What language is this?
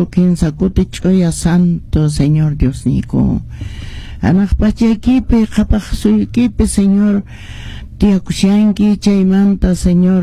Quechua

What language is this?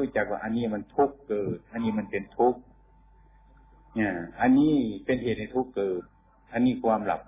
Thai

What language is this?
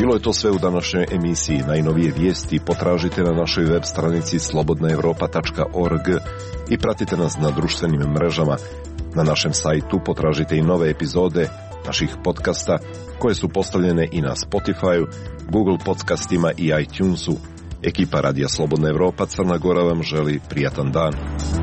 Serbian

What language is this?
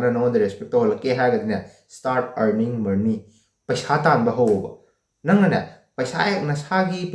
Manipuri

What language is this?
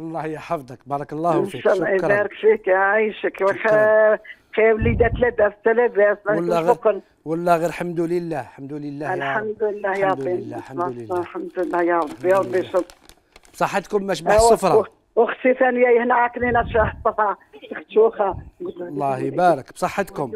Algerian Arabic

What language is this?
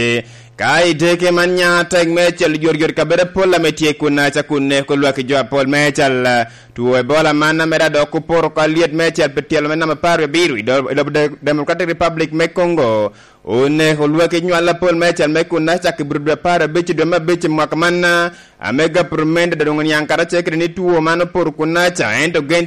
Lango (Uganda)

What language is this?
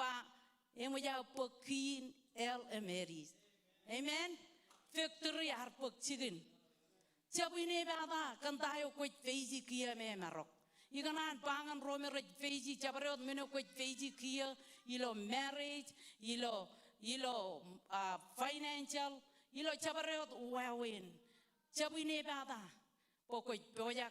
Marshallese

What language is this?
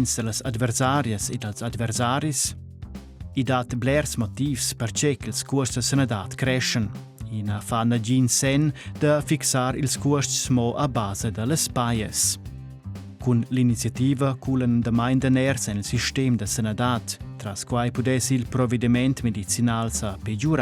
Romansh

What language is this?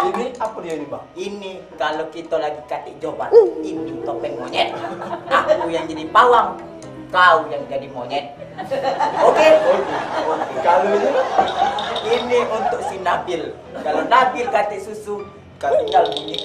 Musi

